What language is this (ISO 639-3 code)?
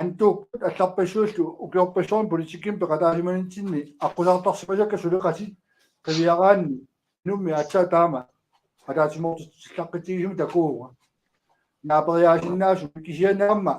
kal